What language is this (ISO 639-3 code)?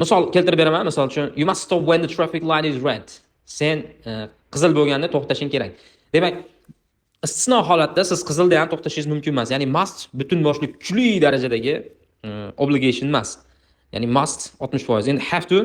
uzb